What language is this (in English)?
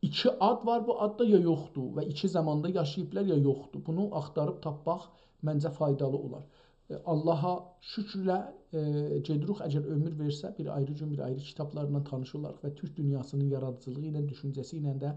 South Azerbaijani